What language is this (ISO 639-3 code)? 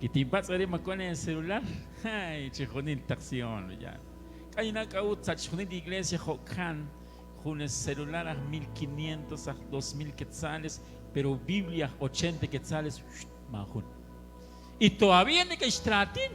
kek